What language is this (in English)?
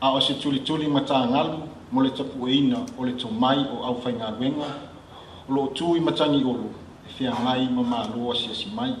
Samoan